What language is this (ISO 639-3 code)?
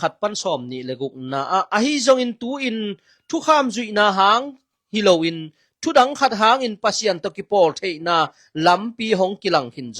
ctd